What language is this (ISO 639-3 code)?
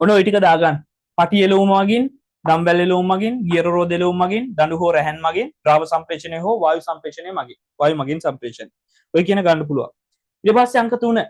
sin